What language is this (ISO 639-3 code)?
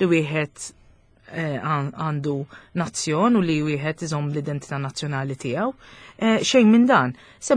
mlt